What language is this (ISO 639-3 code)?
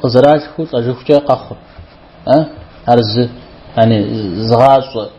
kbd